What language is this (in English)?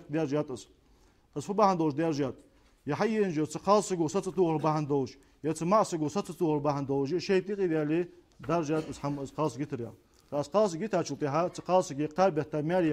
Ingush